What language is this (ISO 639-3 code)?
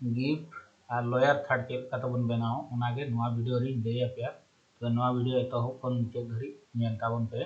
sat